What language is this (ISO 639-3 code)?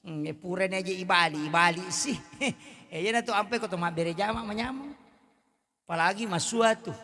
bug